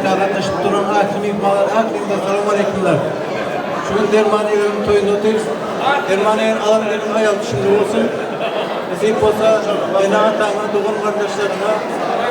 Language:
Turkmen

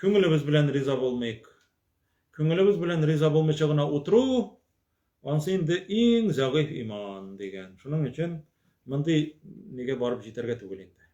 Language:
Tatar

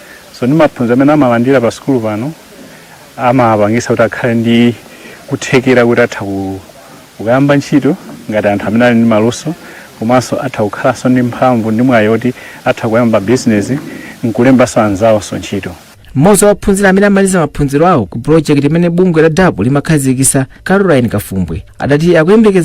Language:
Nyanja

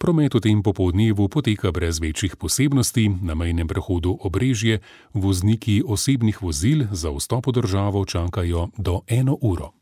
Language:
Slovenian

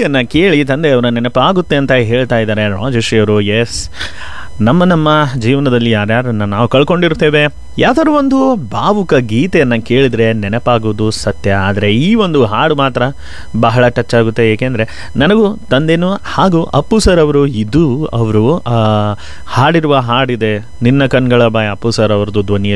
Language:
Kannada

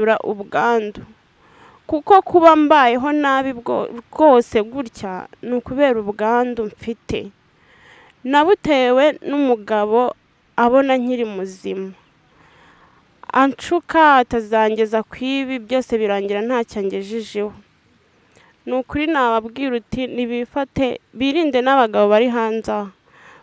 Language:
Kinyarwanda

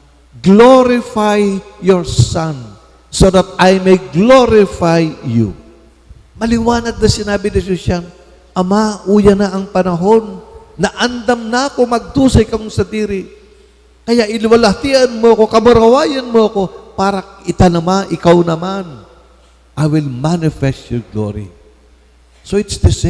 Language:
Bikol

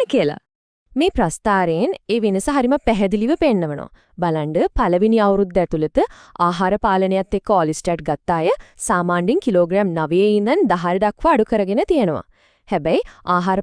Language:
Sinhala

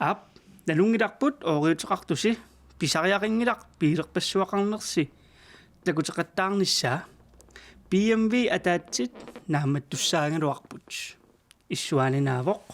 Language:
Kalaallisut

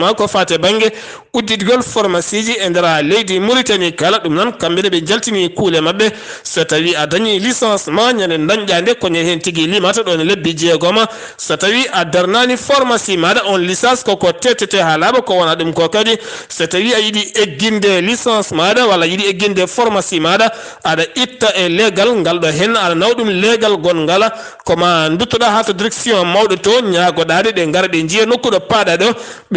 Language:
Fula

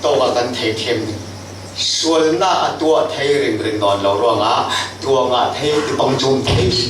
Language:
Falam Chin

